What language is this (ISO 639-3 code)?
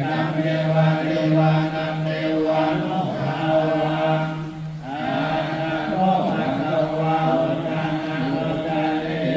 pli